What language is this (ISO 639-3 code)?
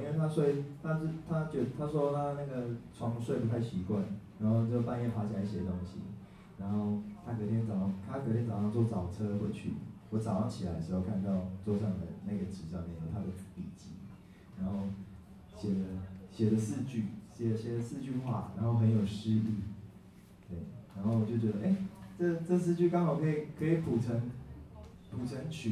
zho